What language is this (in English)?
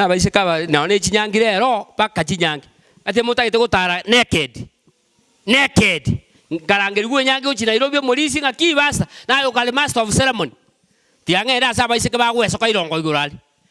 Gusii